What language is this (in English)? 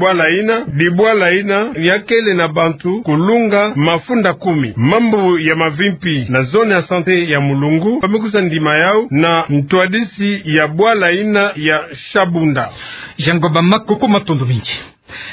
Kituba (Democratic Republic of Congo)